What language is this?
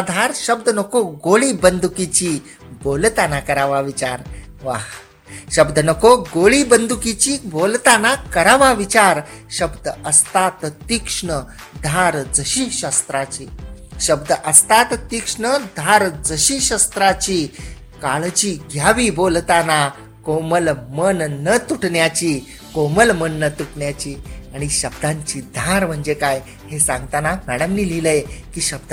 Marathi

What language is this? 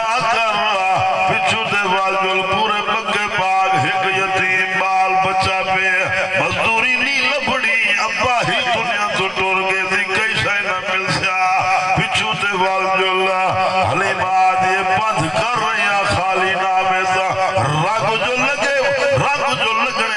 Saraiki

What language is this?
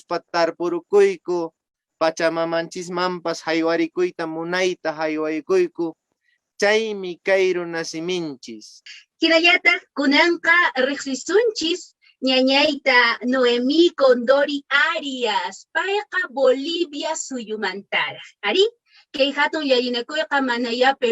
Quechua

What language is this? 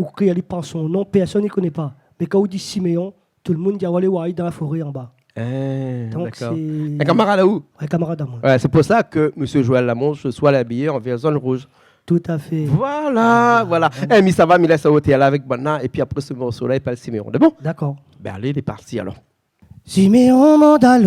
Réunion Creole French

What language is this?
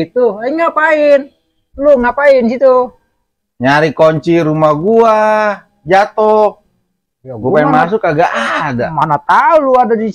Betawi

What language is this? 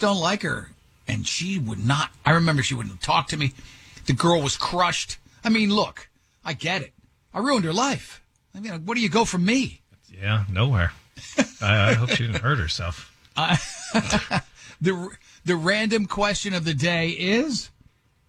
English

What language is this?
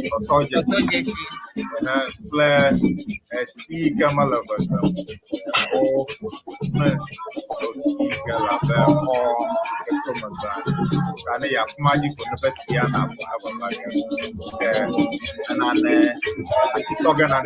Ewe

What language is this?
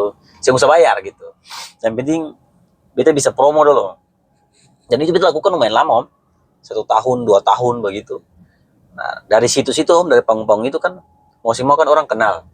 Ambonese Malay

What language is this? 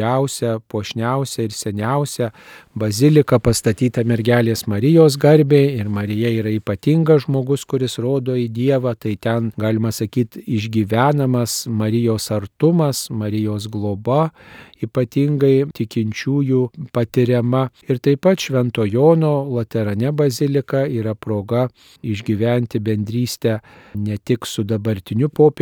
Lithuanian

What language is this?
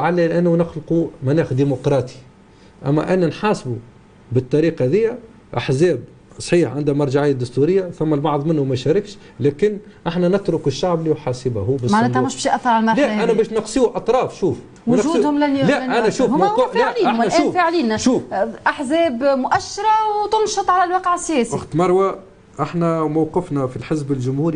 Tunisian Arabic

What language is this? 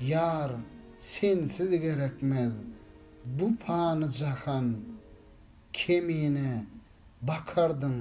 Turkmen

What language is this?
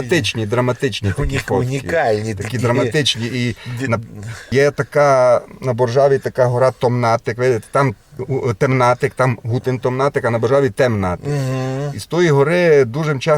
Rusyn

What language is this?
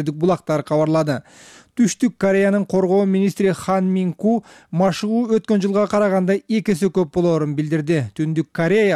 Kyrgyz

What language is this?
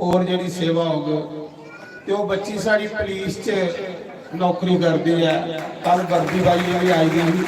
Dogri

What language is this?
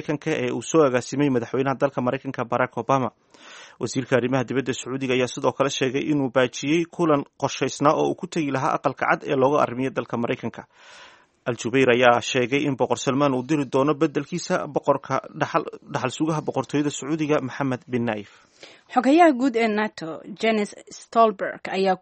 Somali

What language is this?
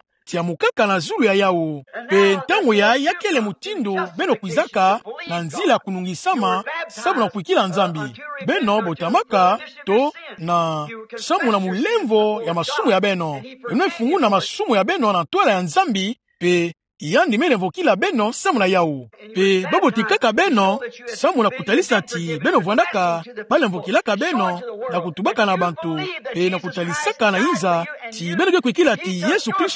Kituba (Democratic Republic of Congo)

